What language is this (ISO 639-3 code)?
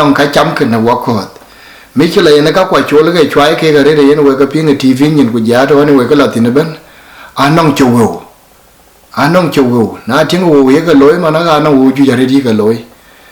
din